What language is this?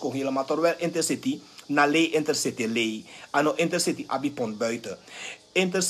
Sranan Tongo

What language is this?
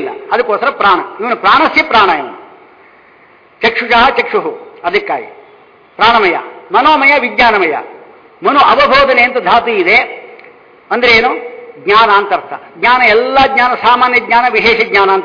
Kannada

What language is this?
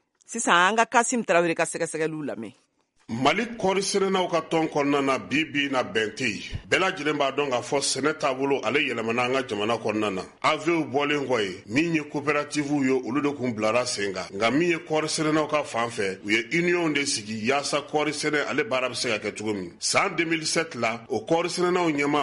Bambara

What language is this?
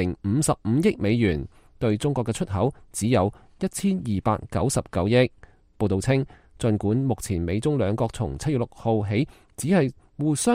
Cantonese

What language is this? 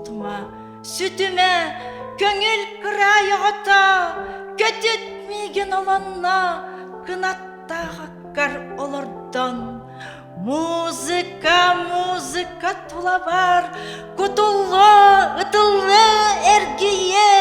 Yakut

